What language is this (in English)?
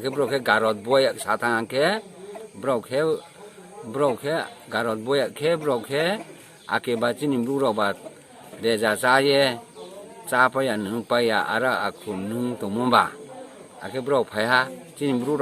Riang (India)